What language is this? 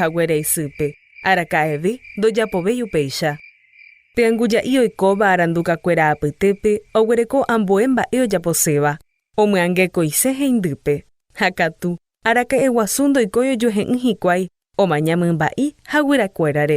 Guarani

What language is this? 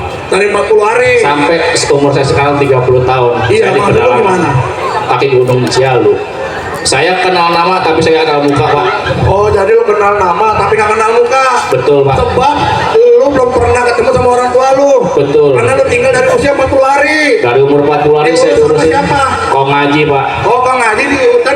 Betawi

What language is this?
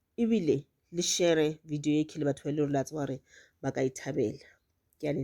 Northern Sotho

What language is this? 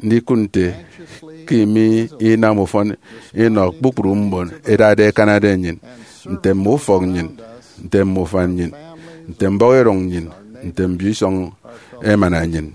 Efik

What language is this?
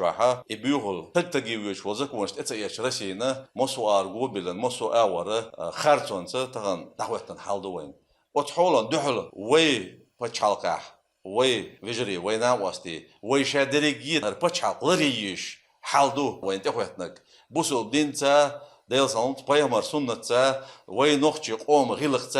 Chechen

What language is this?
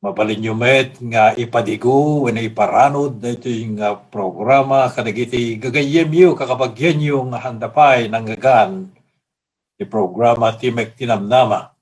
Iloko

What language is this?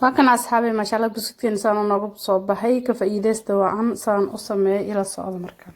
Somali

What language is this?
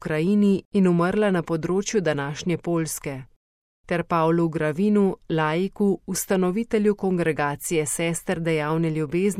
Slovenian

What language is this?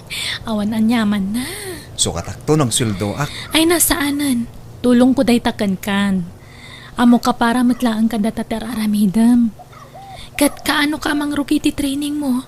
Iloko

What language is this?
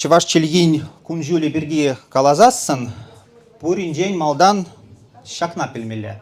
Chuvash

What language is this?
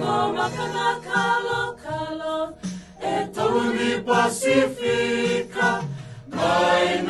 Fijian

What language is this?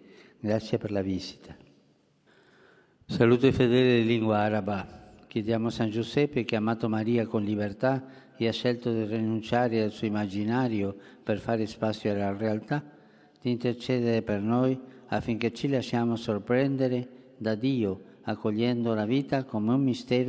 Italian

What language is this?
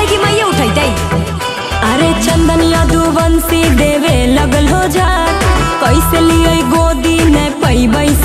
Magahi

